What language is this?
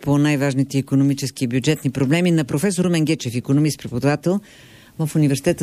Bulgarian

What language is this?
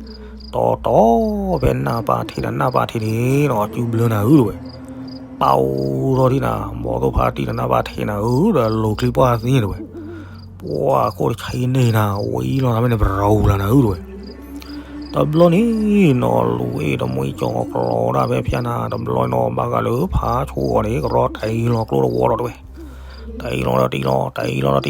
S'gaw Karen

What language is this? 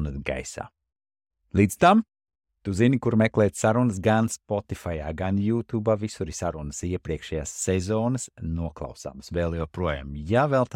Latvian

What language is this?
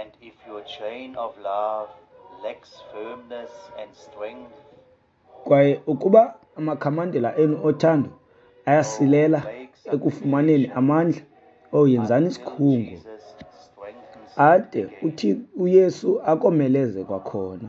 Xhosa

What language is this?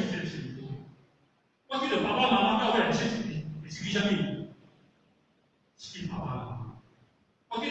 Min Nan Chinese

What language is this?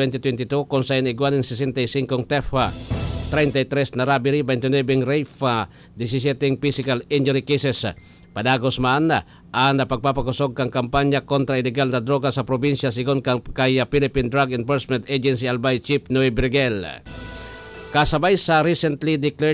Bikol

